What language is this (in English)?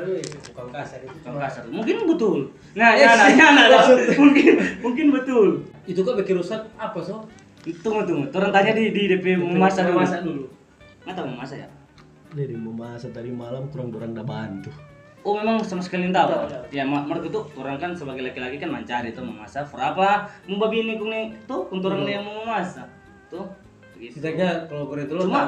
Manado Malay